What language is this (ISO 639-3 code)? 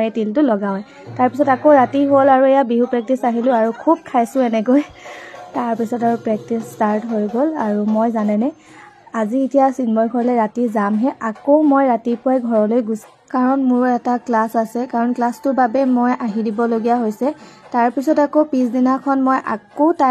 asm